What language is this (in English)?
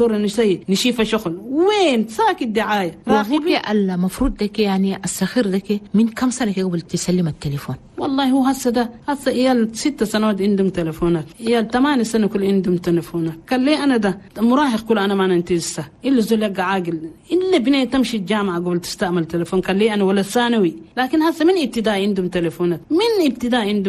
Chadian Arabic